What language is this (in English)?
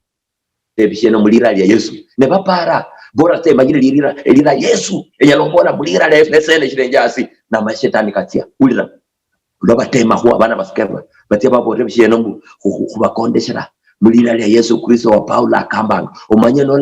Luyia